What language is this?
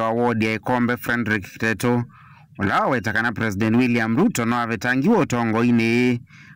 Kamba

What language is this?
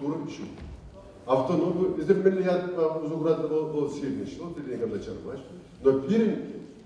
Chuvash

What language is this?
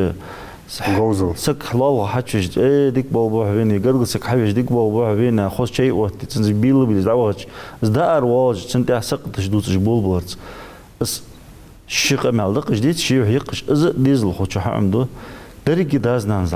Ingush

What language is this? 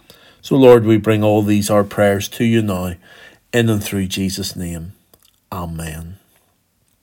English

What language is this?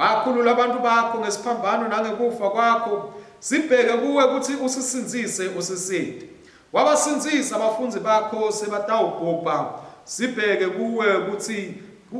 Swati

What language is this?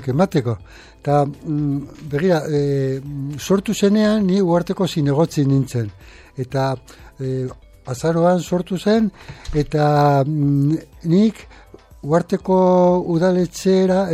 Basque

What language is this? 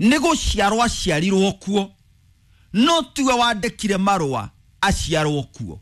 Kikuyu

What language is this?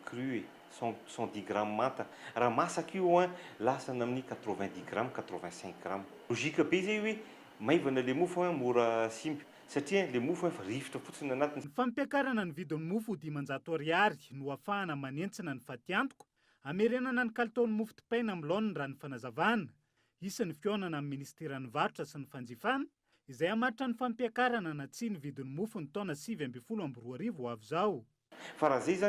Malagasy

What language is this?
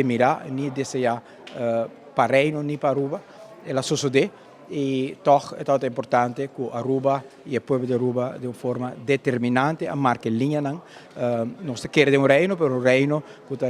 Papiamento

